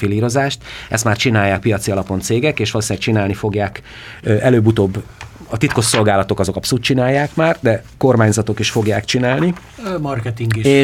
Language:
Hungarian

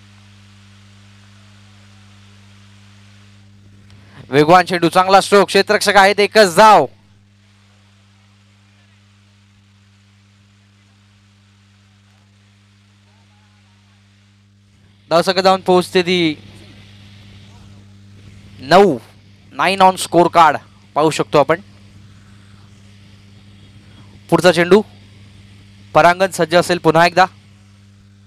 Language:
Marathi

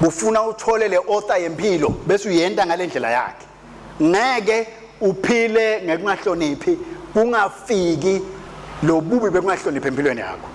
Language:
Swati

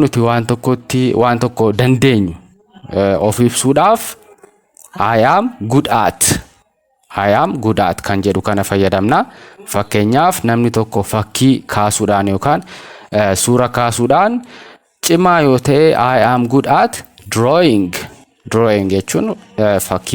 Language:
Oromo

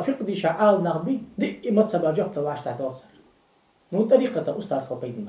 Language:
Ingush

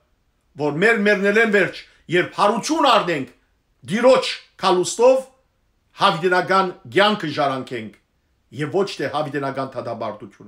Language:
Western Armenian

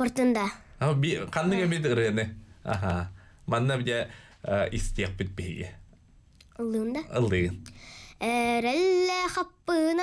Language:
Yakut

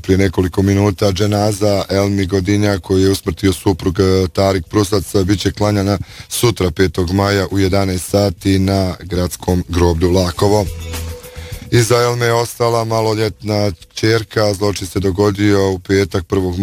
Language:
Bosnian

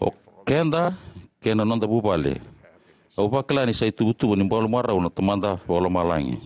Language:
Fijian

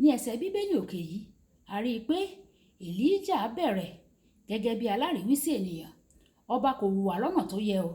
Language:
Yoruba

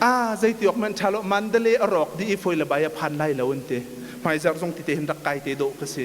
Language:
Hakha Chin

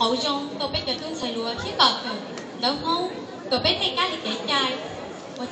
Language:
Hmong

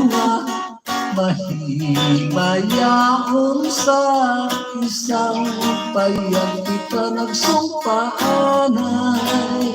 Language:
Hiligaynon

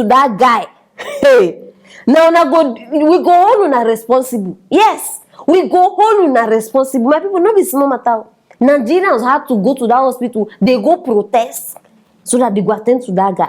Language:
Nigerian Pidgin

